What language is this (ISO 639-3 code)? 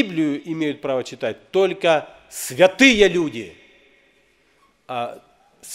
rus